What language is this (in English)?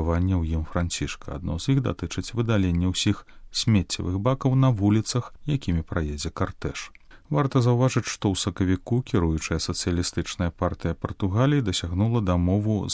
Belarusian